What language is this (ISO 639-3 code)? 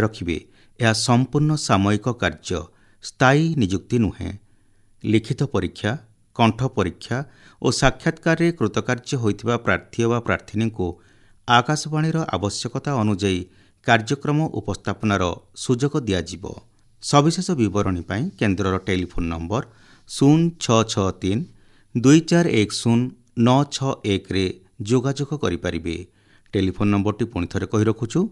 ori